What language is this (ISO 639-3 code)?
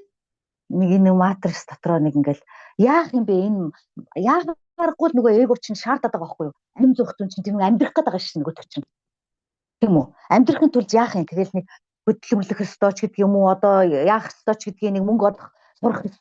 mon